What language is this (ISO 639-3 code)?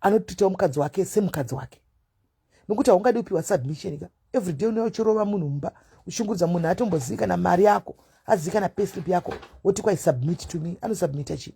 sna